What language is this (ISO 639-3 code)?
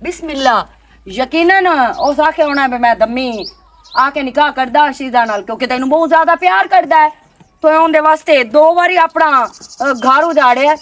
lah